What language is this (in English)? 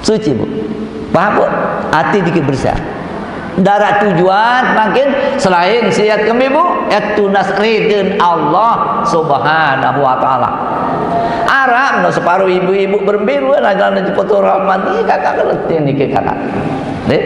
Sasak